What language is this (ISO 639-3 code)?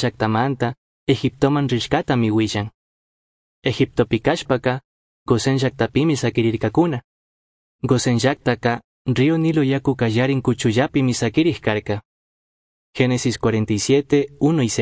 qug